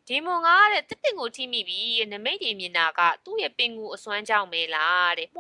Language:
Burmese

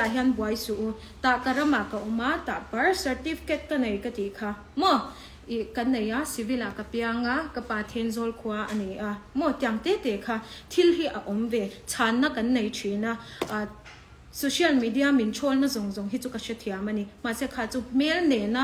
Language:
Mizo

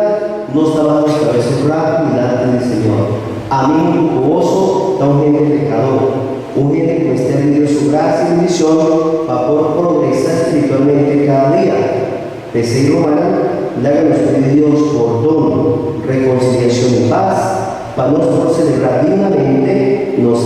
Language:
Papiamento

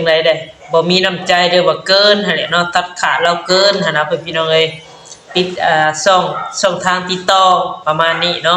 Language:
Northeastern Thai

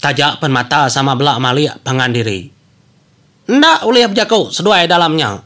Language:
Iban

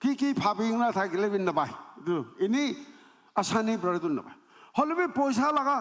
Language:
Naga Pidgin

